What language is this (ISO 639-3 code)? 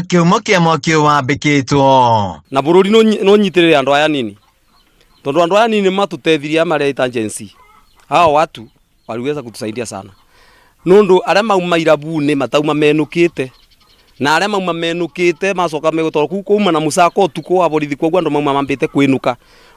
kik